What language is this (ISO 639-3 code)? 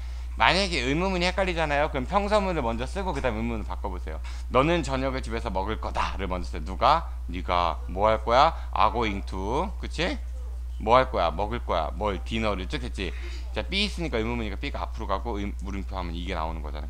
kor